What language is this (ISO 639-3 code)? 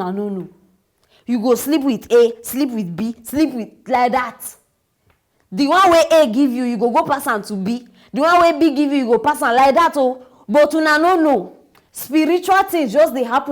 pcm